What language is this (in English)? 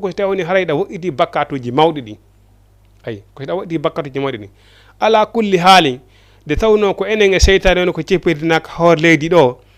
Fula